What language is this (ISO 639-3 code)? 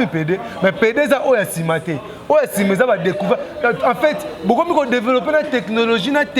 lin